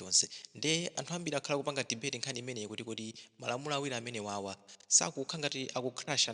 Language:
Nyanja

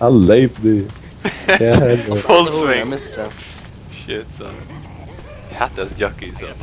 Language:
Faroese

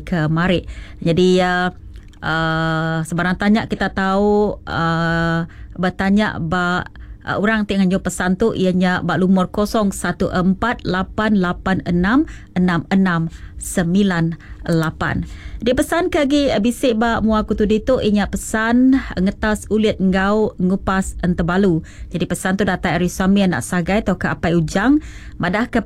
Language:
Iban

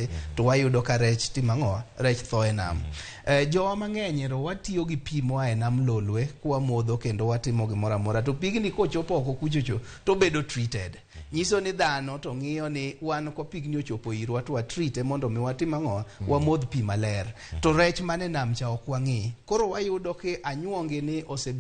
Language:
Luo (Kenya and Tanzania)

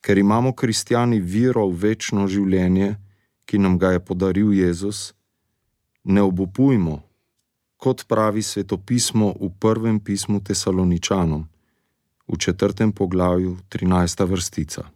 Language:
Slovenian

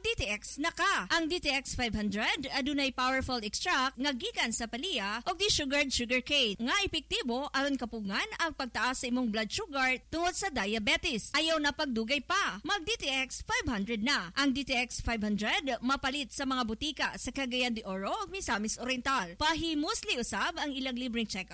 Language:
Cebuano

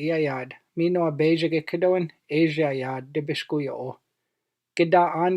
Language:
Chippewa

